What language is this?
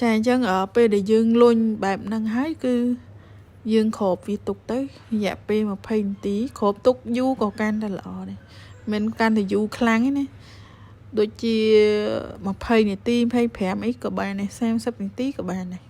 Khmer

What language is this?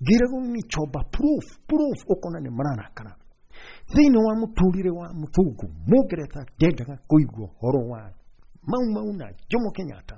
Kikuyu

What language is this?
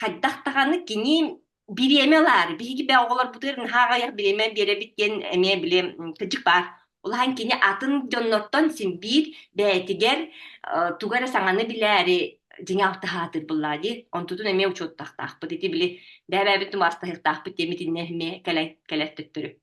Yakut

